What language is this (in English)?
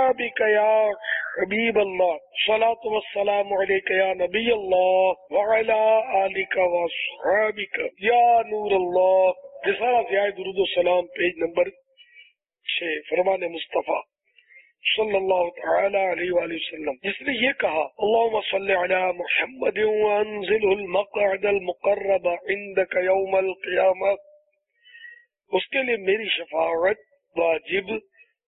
Urdu